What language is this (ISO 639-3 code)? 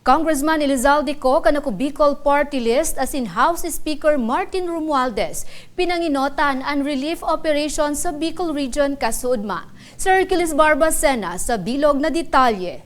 bik